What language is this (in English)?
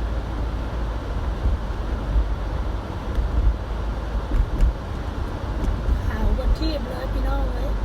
Lao